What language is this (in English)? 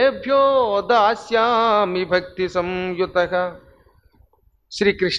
Telugu